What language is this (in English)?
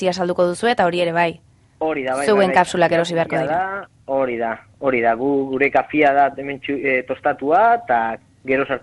Basque